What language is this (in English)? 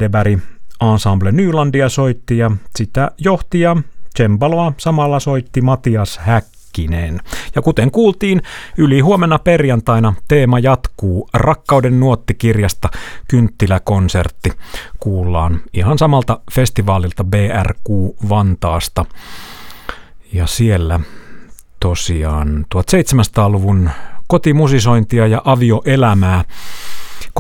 Finnish